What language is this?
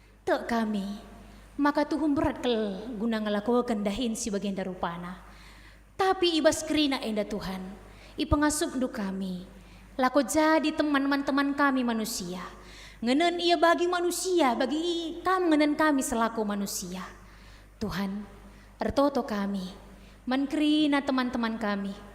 Batak Karo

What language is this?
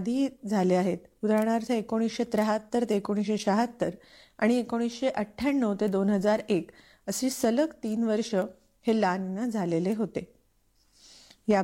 Marathi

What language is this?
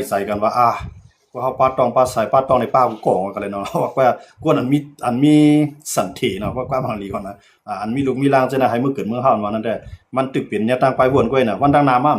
Shan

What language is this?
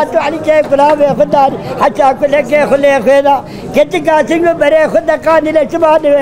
Zaza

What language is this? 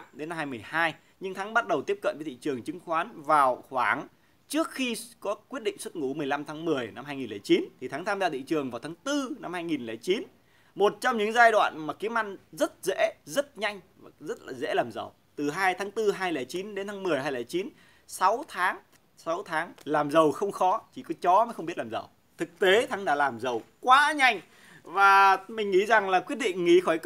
Vietnamese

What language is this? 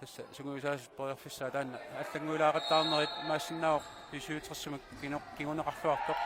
Kalaallisut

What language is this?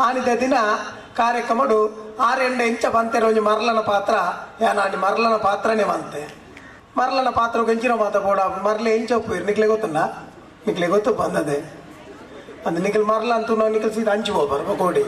Tulu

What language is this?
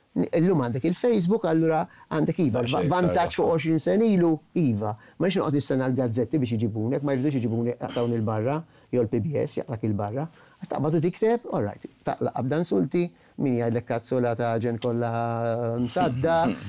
Maltese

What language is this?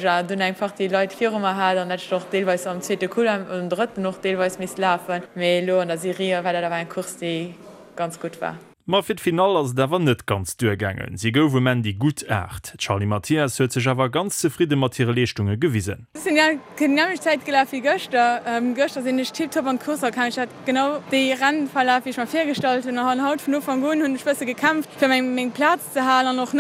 Luxembourgish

